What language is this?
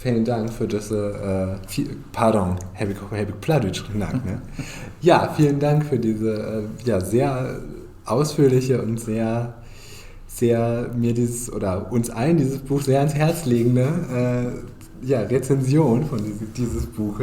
Low German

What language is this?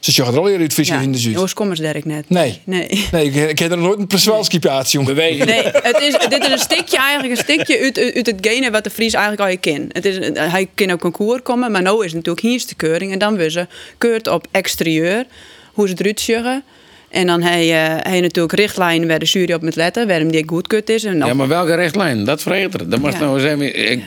Western Frisian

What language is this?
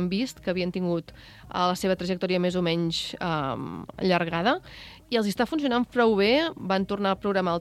Catalan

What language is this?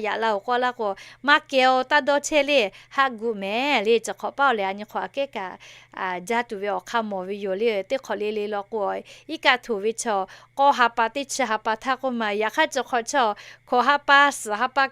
Lahu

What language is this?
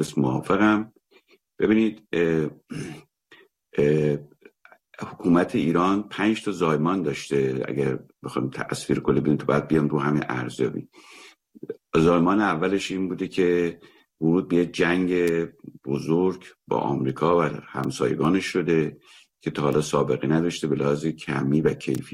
Persian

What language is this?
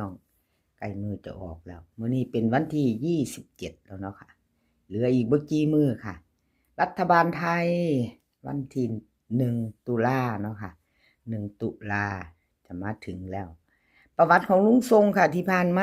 Northeastern Thai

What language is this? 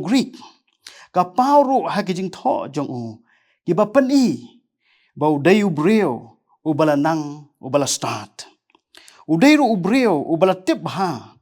Khasi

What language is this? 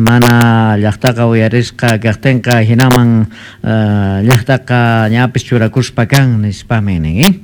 Quechua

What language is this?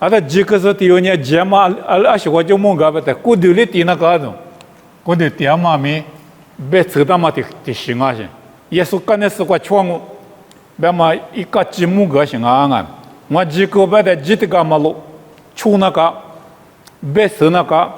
Lisu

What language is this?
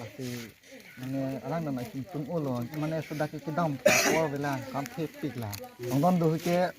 Karbi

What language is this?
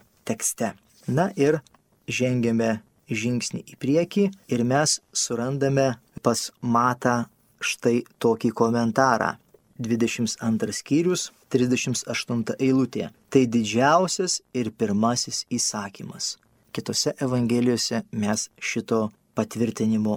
Lithuanian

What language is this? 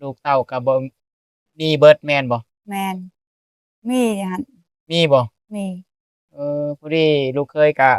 Lao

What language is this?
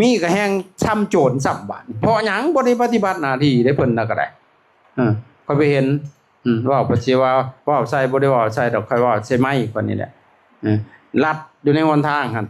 Lao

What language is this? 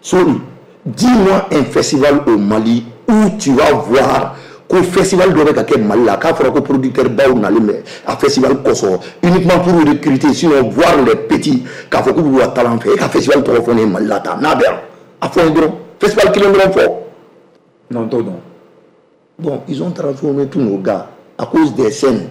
Bambara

